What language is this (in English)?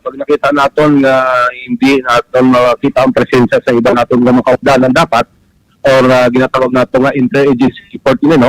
Hiligaynon